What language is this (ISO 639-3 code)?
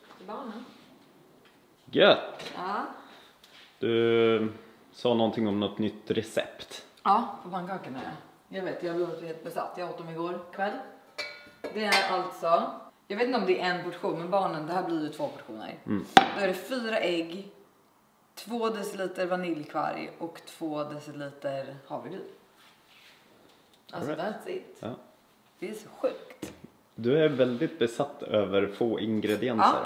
swe